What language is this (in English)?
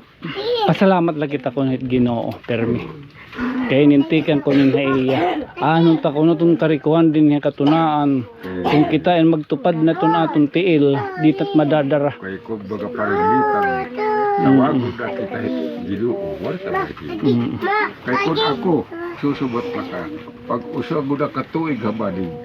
Waray